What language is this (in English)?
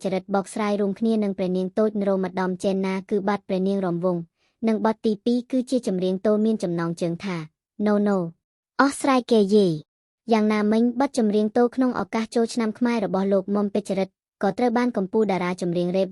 Khmer